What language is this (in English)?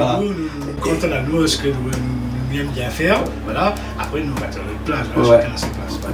Réunion Creole French